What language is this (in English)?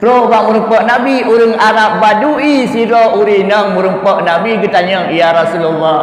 Achinese